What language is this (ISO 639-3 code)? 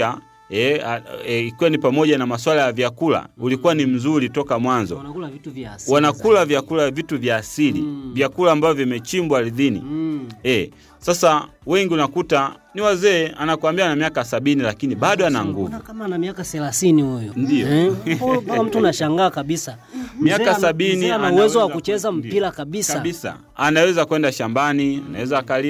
swa